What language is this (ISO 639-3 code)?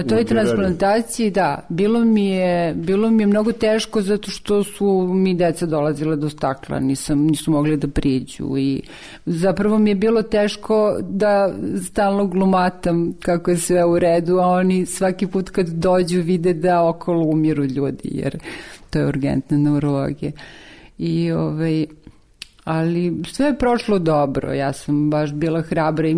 srp